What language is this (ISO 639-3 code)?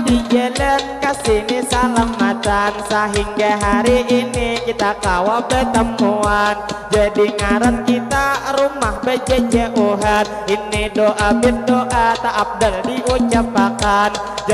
bjn